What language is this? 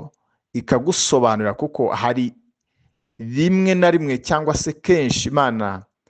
Kinyarwanda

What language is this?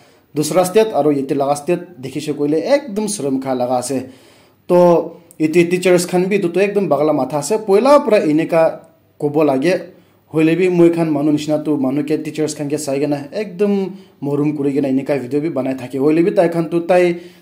Naga Pidgin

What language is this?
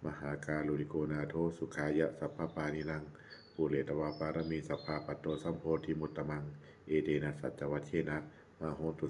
Pali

